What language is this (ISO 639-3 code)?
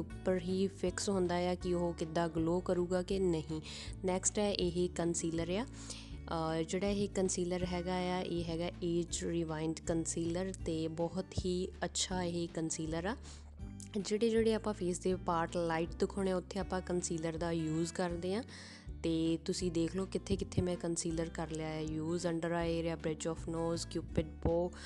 pan